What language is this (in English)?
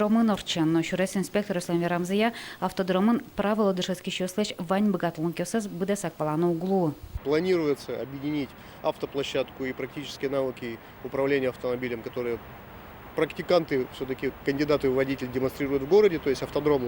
Udmurt